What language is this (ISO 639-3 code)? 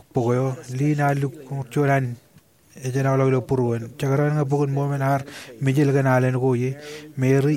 mah